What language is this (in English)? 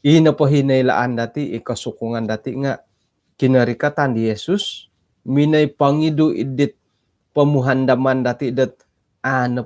Central Dusun